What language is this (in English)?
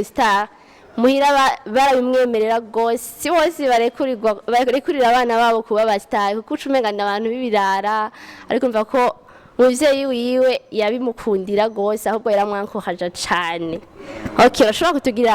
Rundi